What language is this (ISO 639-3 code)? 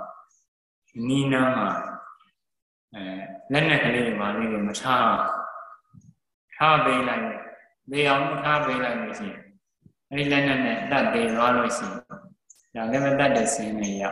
mya